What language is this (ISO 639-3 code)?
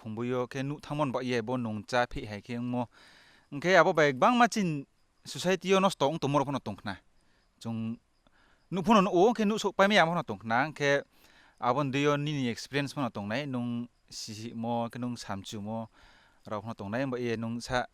ria